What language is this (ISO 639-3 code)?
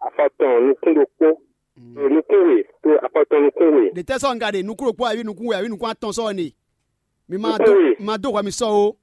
fon